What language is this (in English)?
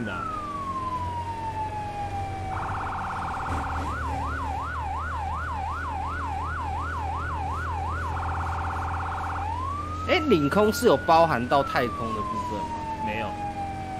Chinese